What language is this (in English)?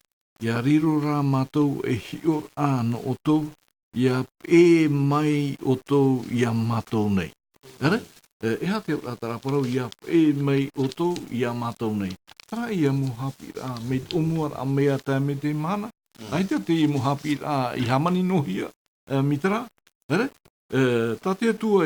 Tahitian